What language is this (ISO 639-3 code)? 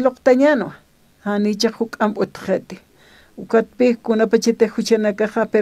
aym